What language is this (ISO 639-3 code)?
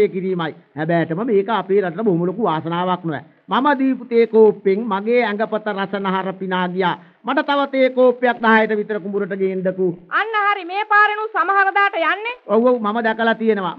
sin